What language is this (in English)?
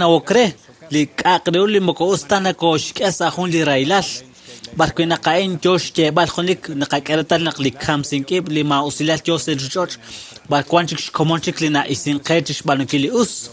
Kekchí